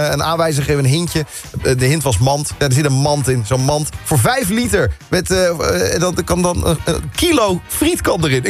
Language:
Dutch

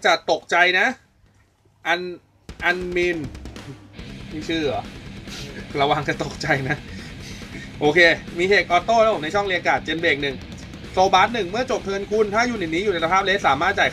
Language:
Thai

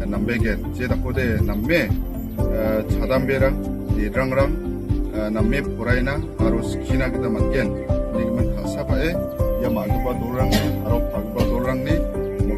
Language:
Garo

